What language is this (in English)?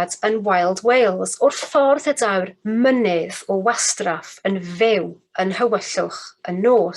Welsh